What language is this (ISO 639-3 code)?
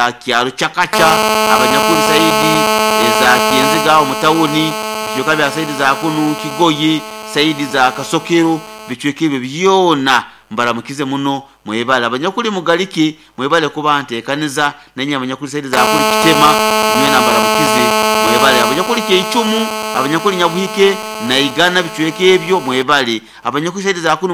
nyo